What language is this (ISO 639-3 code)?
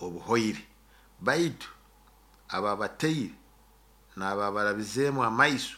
nyo